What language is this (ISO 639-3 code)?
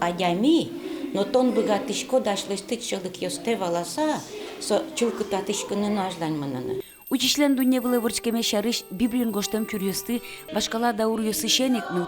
udm